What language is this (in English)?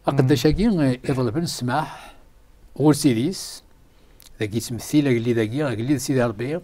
Kabyle